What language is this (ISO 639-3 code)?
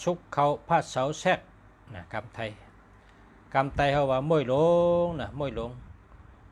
shn